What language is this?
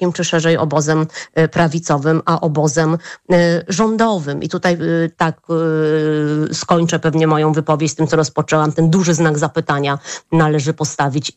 Polish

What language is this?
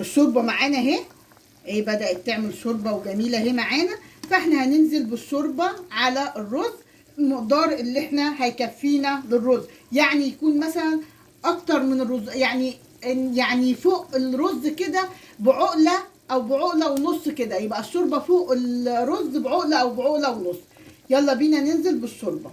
Egyptian Arabic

